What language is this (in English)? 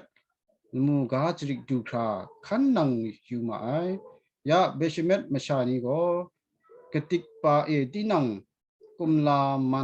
Kachin